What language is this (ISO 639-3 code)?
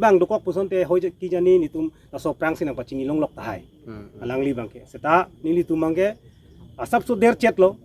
mjw